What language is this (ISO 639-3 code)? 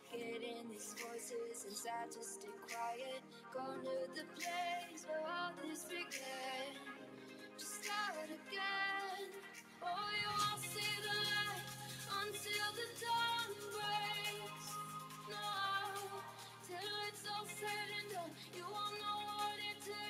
eng